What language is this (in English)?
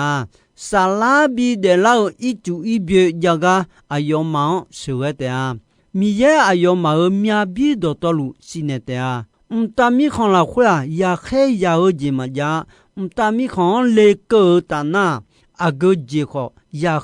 Akha